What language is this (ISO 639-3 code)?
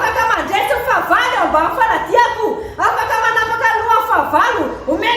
mlg